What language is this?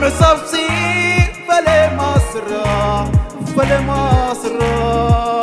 Tigrinya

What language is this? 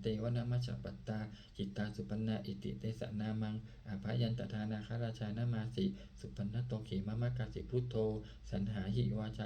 Pali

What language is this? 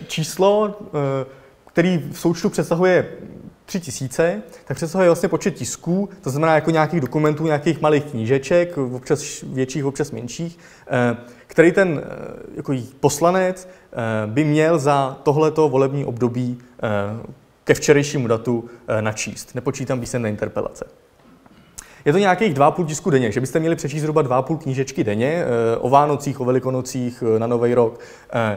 Czech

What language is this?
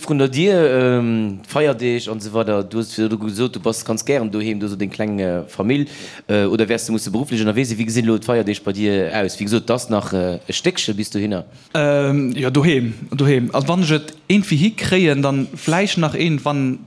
Luxembourgish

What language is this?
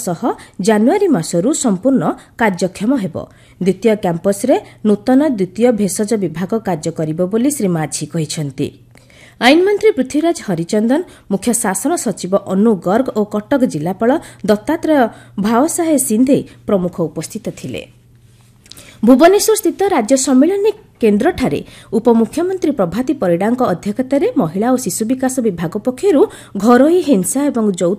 Odia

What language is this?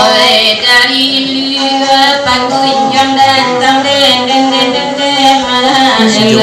Minangkabau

